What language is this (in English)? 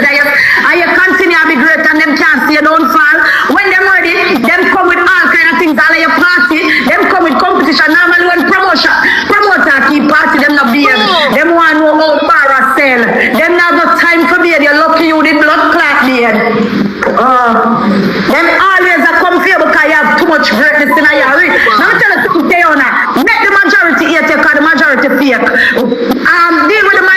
Jamaican Creole English